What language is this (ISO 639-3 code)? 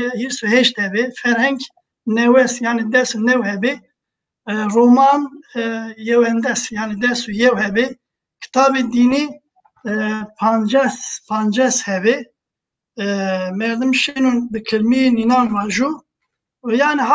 zza